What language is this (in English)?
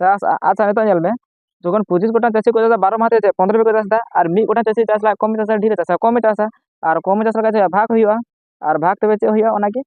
Santali